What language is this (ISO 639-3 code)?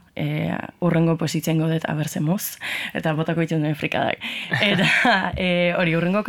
eus